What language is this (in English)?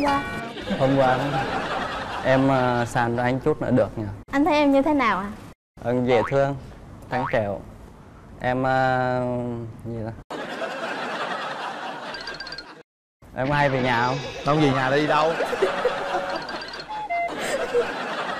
Vietnamese